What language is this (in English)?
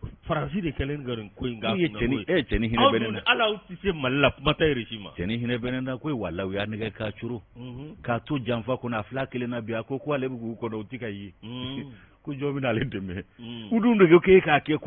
Bambara